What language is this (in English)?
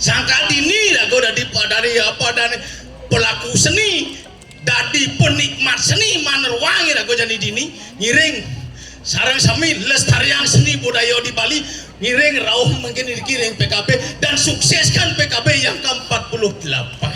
Balinese